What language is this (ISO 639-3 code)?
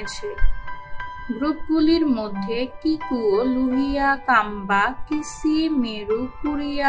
ben